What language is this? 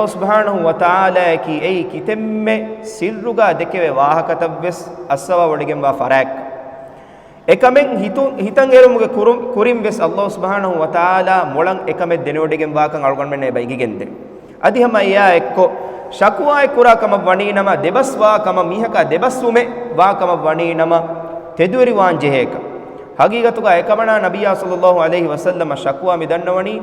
Divehi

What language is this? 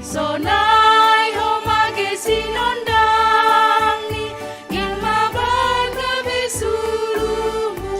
Batak Simalungun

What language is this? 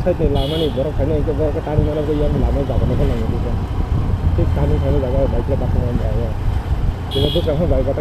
Kok Borok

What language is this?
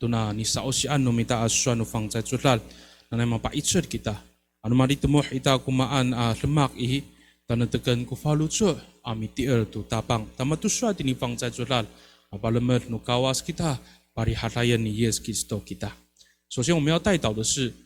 Amis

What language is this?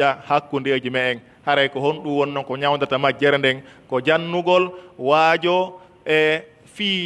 Pular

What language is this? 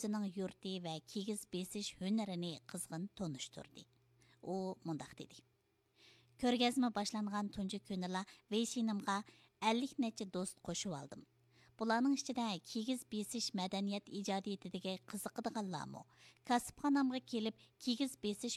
Uyghur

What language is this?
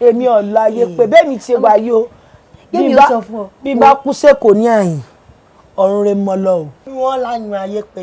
Yoruba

